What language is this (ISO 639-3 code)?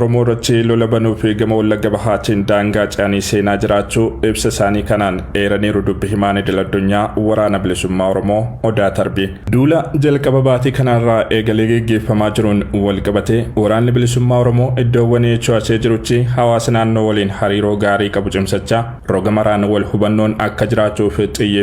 orm